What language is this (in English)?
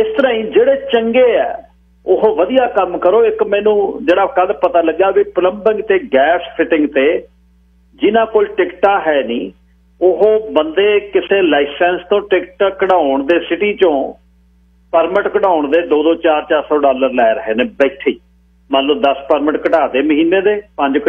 Punjabi